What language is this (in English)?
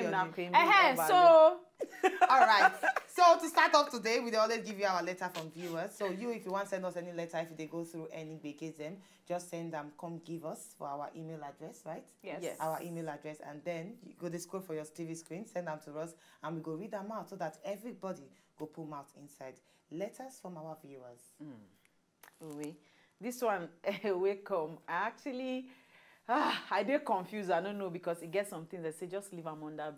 Nigerian Pidgin